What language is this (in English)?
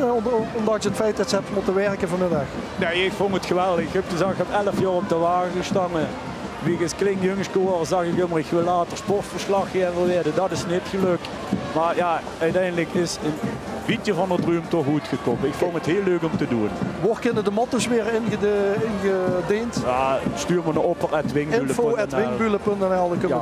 Limburgish